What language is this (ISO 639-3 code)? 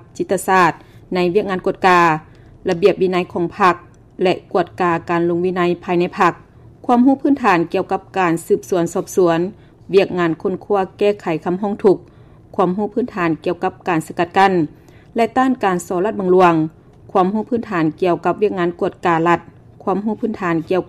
lao